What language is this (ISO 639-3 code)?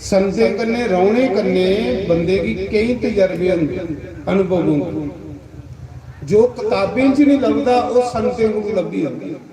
doi